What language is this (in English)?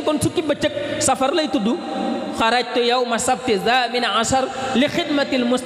Wolof